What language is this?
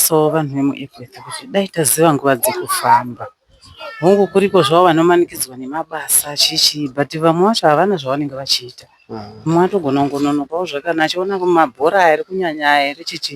Shona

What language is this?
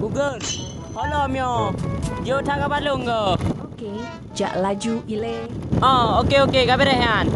Achinese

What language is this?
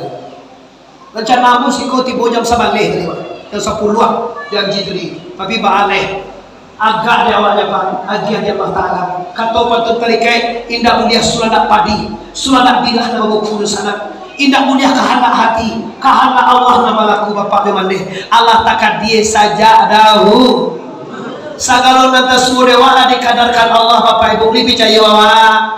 Minangkabau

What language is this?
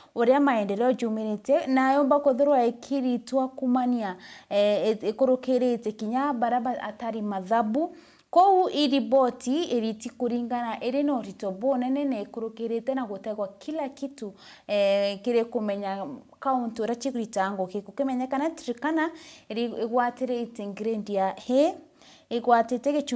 Meru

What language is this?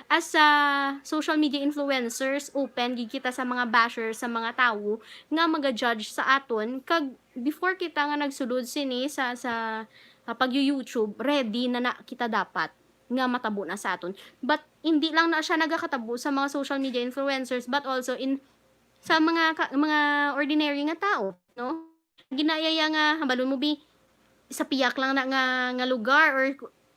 Hiligaynon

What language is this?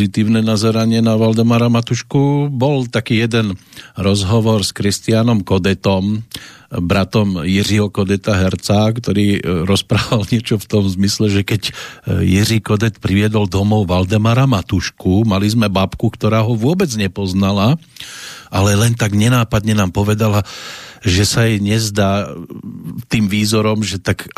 Slovak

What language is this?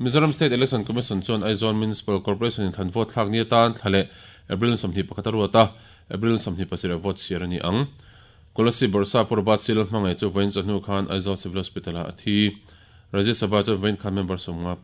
Mizo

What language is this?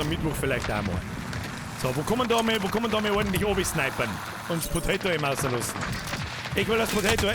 Bavarian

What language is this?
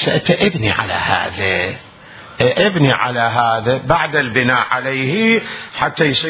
Mesopotamian Arabic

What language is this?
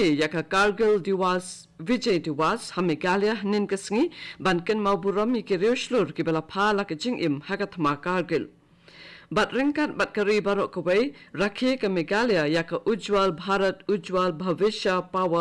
Khasi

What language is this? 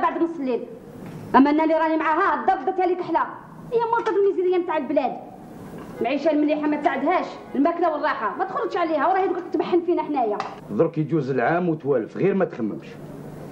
Algerian Arabic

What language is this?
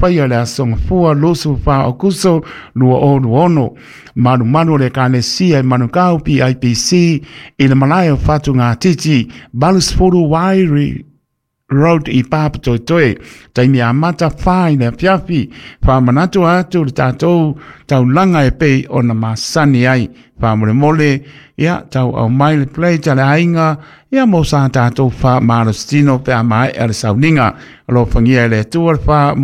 Samoan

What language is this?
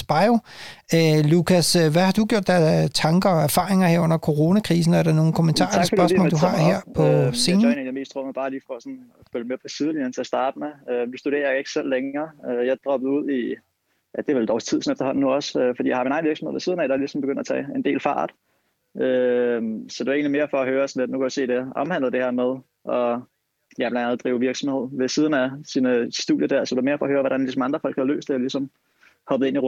Danish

